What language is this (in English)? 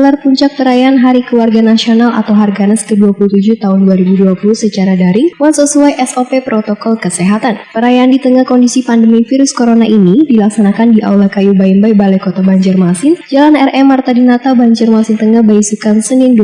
Banjar